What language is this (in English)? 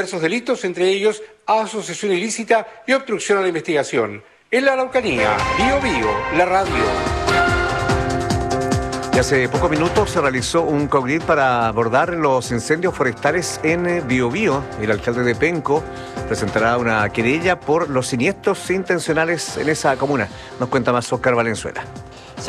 Spanish